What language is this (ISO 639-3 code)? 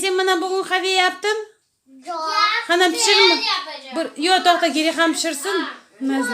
crh